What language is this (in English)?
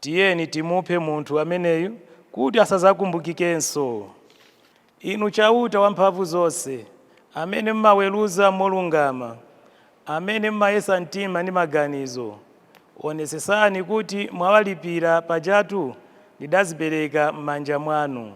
Nyanja